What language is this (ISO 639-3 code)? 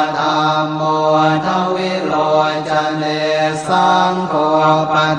pli